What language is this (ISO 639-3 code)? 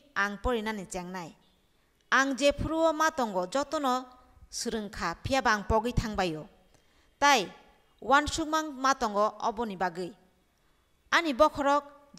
trp